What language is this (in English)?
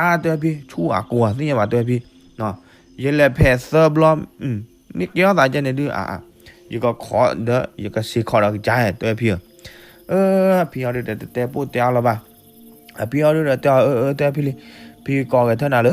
S'gaw Karen